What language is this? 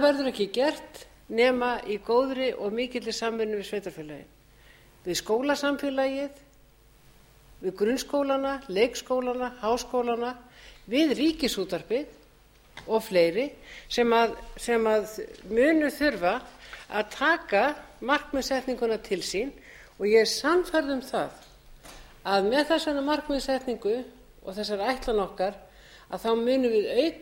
Icelandic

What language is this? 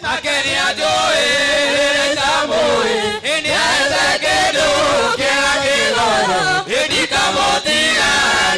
Kikuyu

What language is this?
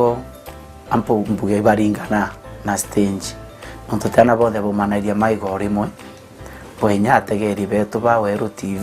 Meru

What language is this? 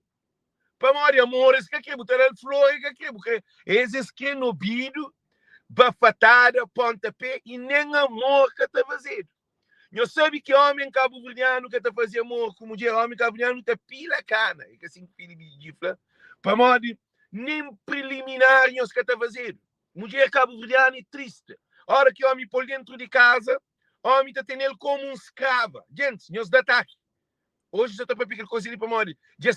Kabuverdianu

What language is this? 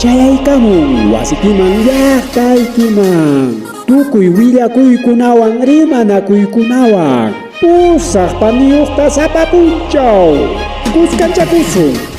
Ayacucho Quechua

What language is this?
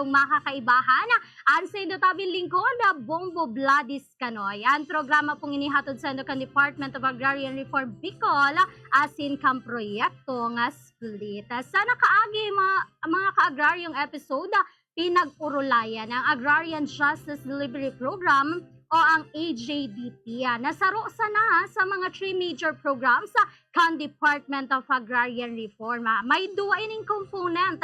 Bikol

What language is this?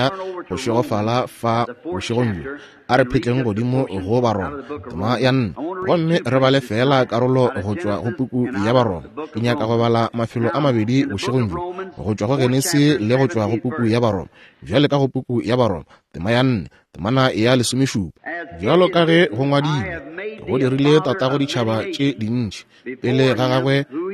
Northern Sotho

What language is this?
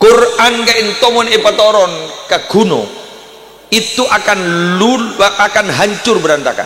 Madurese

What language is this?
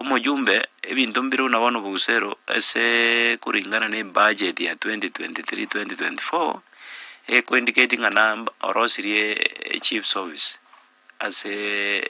Gusii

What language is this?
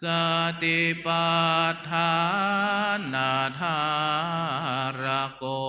Pali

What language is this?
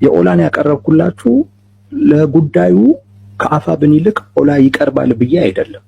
Amharic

